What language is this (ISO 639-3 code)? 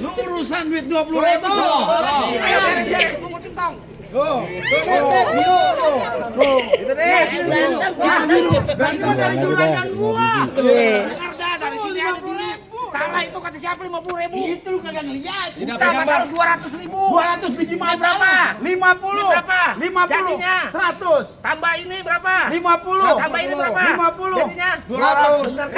bew